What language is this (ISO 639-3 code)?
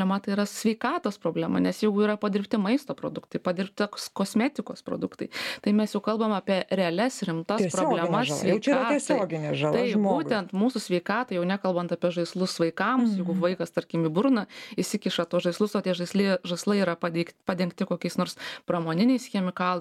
lit